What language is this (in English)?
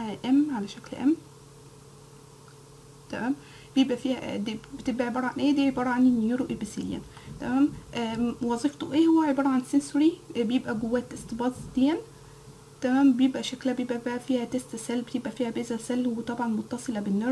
Egyptian Arabic